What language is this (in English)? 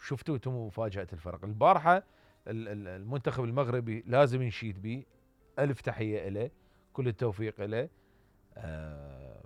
Mesopotamian Arabic